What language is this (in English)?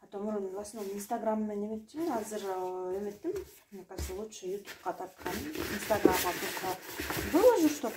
Kyrgyz